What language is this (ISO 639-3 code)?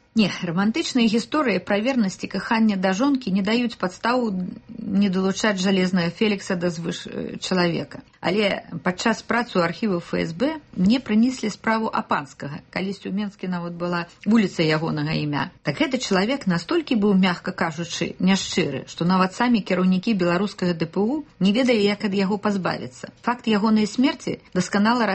bel